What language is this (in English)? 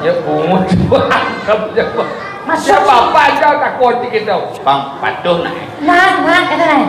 Balinese